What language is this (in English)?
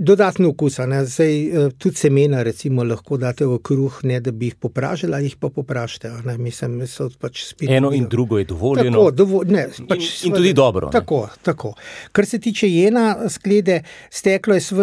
Slovenian